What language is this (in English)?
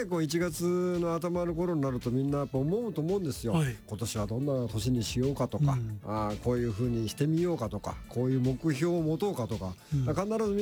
Japanese